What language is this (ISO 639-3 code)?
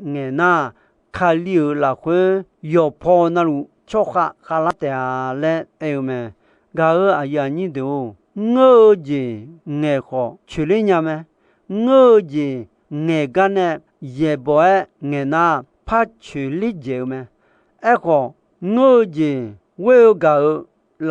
ahk